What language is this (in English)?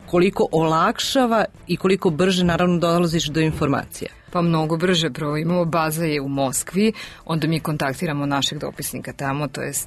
Serbian